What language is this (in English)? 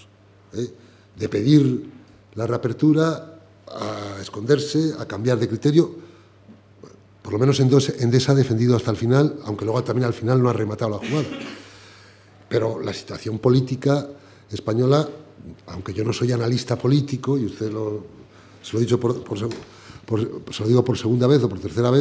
Spanish